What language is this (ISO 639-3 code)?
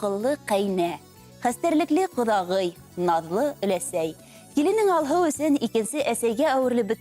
bak